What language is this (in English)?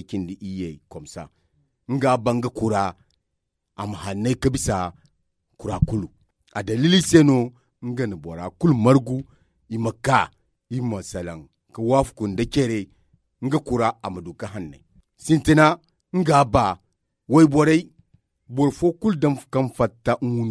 Zarma